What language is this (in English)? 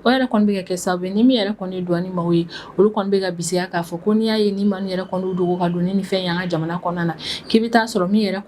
Bambara